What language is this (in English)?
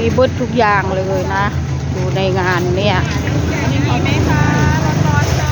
Northeastern Thai